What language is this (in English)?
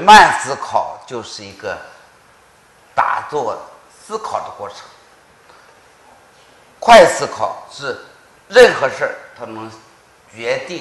Chinese